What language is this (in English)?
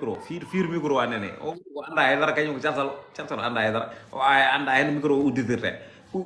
Fula